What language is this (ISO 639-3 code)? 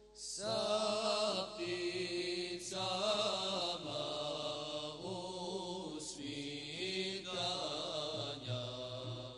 bos